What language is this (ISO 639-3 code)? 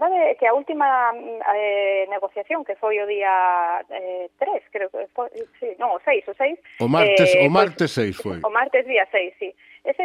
glg